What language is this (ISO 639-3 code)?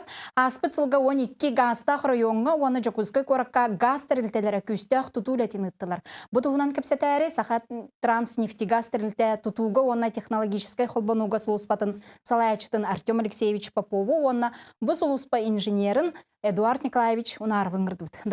sah